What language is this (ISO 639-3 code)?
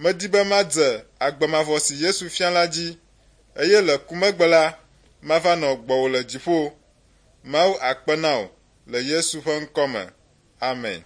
ewe